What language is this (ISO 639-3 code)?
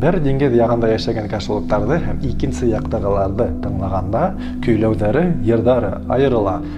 bak